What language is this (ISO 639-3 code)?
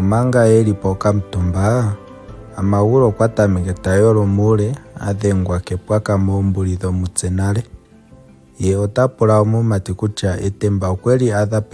ndo